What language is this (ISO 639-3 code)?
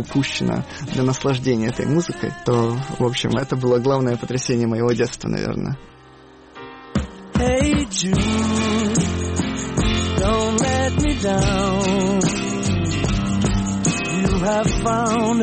rus